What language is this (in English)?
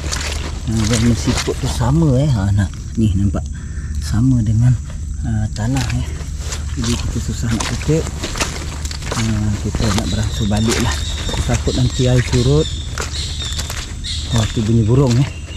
Malay